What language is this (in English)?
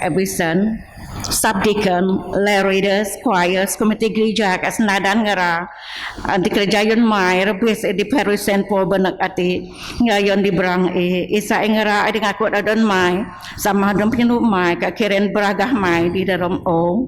Biatah Bidayuh